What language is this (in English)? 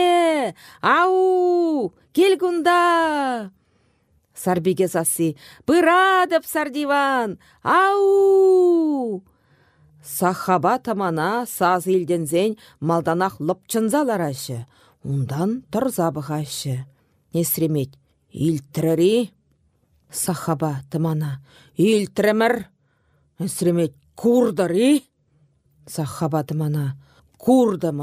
Chuvash